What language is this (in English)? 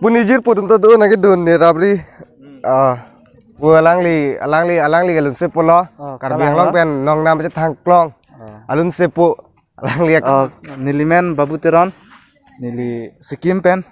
Karbi